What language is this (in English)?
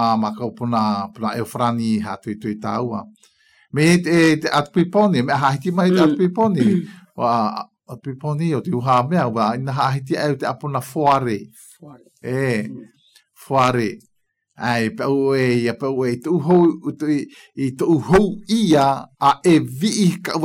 Galician